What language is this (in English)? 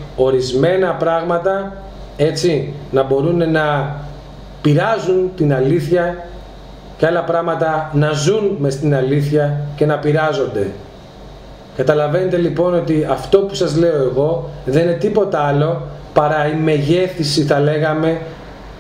Greek